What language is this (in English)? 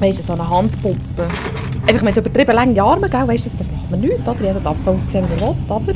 Swiss German